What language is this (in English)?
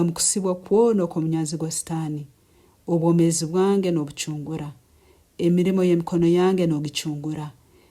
Nyankole